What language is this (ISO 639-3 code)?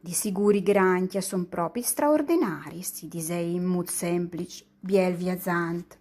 fur